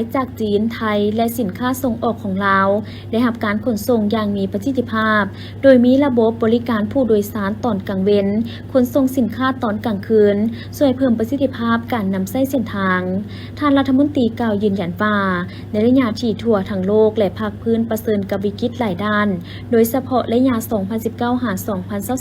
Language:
Lao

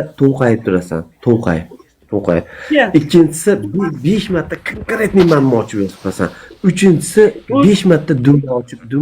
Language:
Uzbek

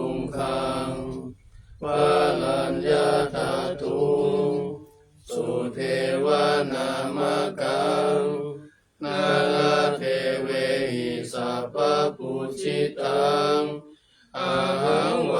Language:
Pali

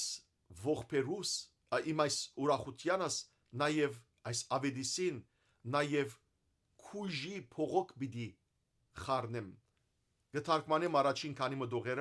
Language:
Western Armenian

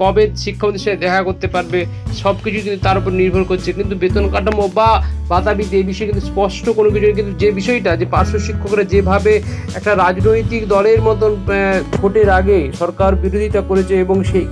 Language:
Bangla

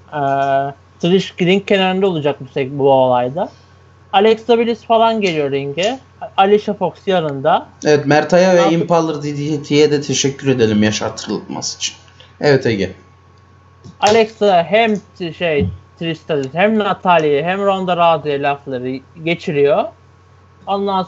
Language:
Turkish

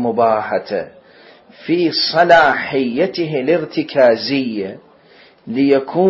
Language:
Mesopotamian Arabic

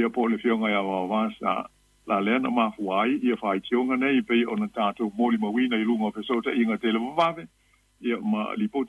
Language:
Samoan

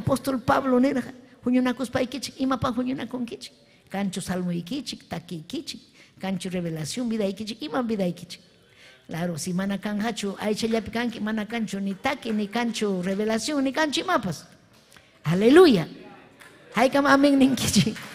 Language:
Ayacucho Quechua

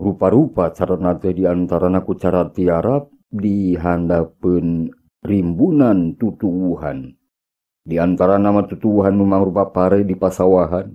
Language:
Sundanese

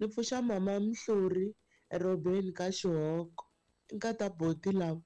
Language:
Tsonga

